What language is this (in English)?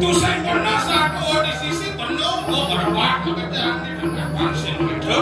Balinese